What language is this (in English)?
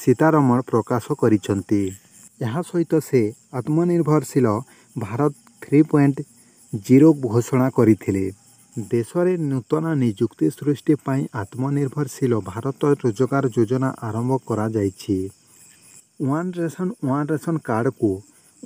Odia